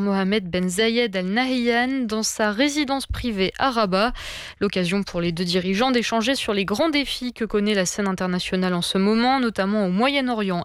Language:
French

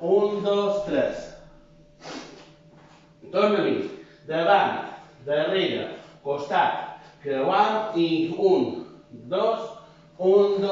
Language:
Catalan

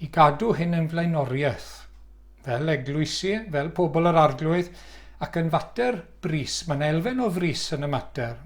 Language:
Welsh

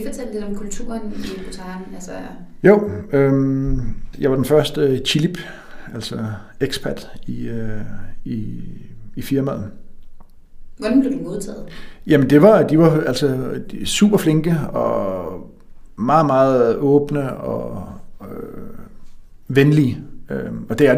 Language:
Danish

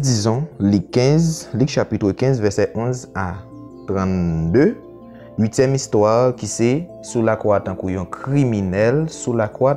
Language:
Haitian Creole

